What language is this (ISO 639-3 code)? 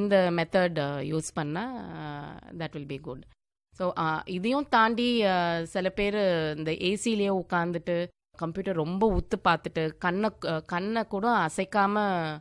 tam